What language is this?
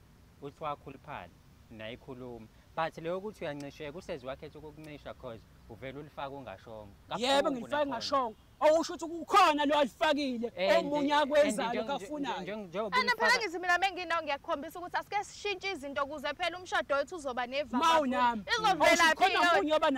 Zulu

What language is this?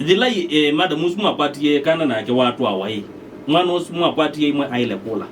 Kamba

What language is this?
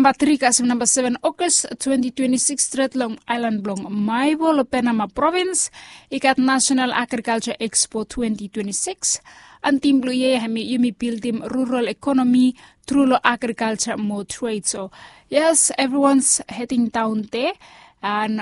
Bislama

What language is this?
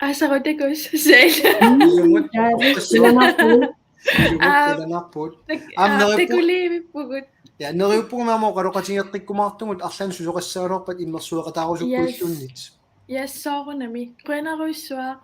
Kalaallisut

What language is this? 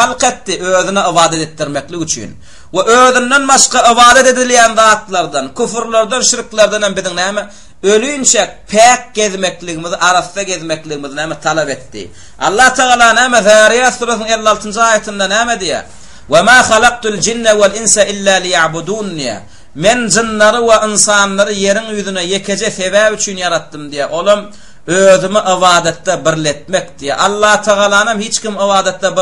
Turkmen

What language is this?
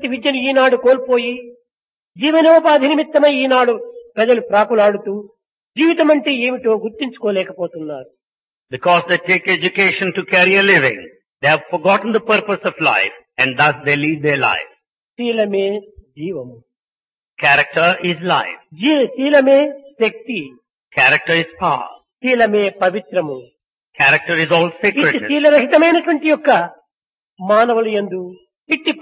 Telugu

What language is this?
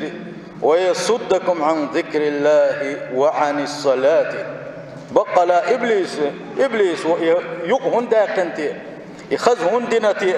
Chechen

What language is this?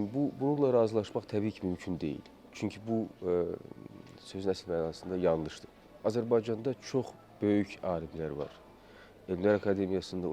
Azerbaijani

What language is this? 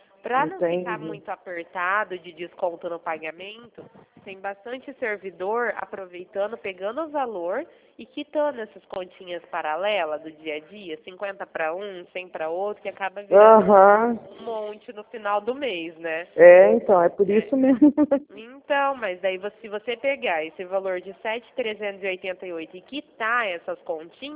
Portuguese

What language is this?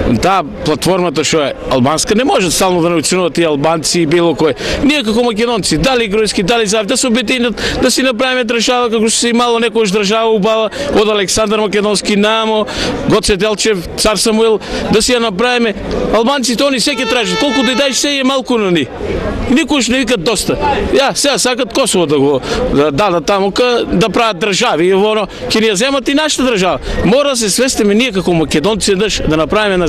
Macedonian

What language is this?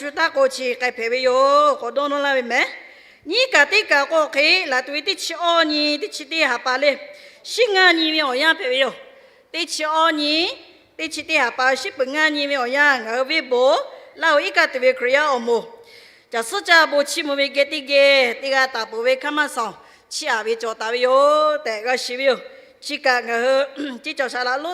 Lahu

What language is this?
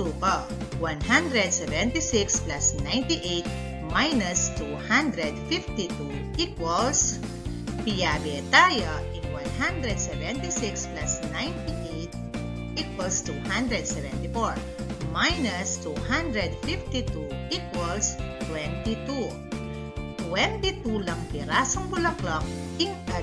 Pampanga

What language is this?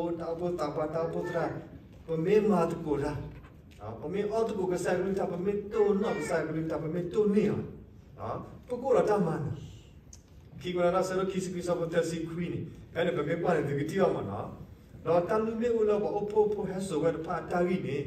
S'gaw Karen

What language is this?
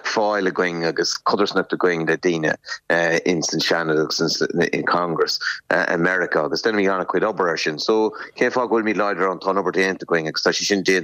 Irish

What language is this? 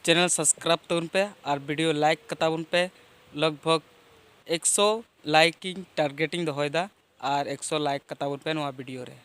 Santali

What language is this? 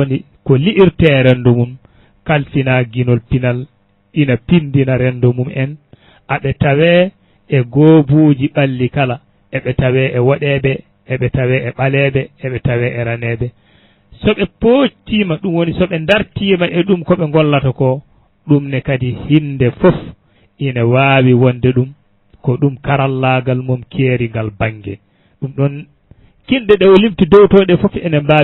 Fula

